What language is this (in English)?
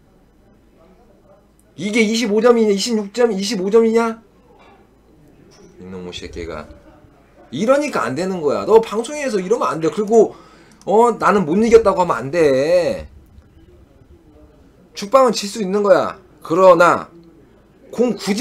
Korean